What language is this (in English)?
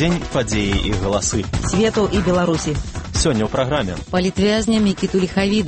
Belarusian